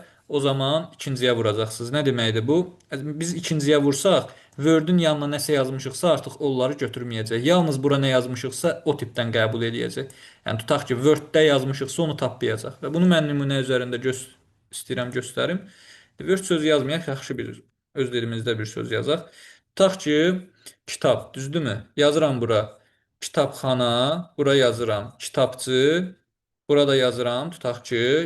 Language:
Azerbaijani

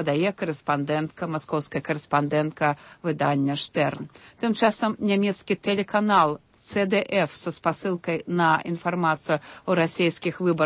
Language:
Belarusian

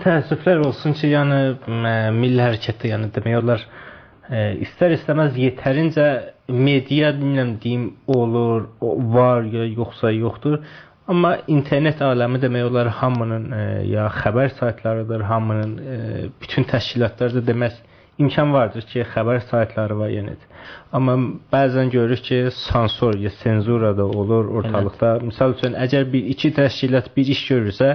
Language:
South Azerbaijani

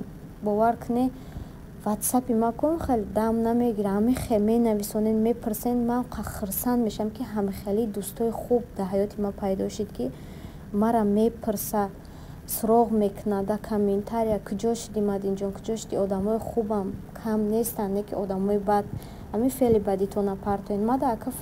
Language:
Tajik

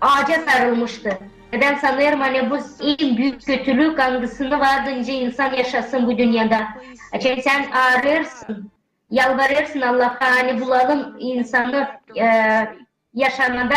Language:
Gagauz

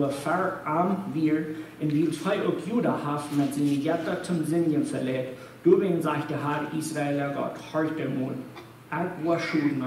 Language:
Plautdietsch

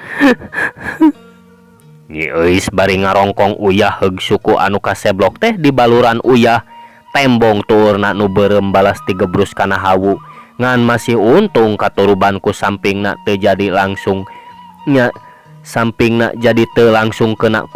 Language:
Sundanese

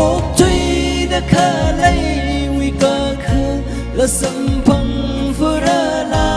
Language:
Tangkhul Naga (India)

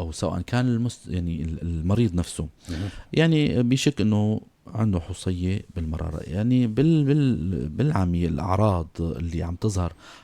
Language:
North Levantine Arabic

